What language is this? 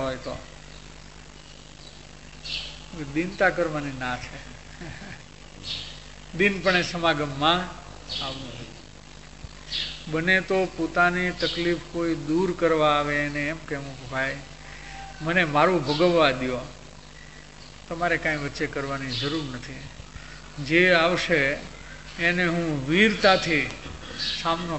Gujarati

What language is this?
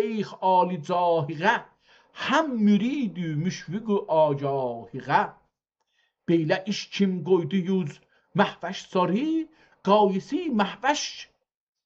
South Azerbaijani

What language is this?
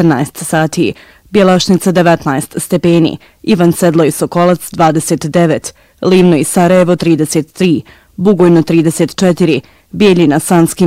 Bosnian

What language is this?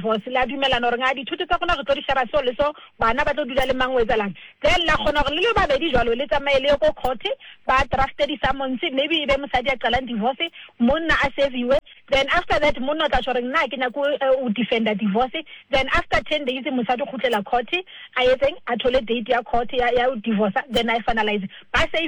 Southern Sotho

